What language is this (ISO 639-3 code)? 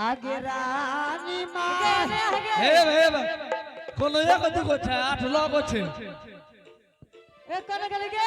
anp